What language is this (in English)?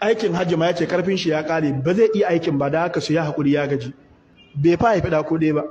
Hausa